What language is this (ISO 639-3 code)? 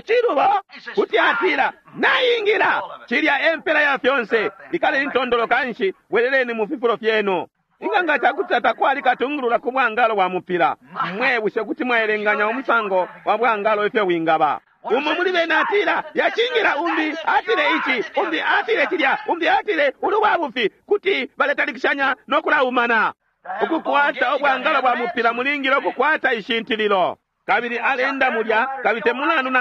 bem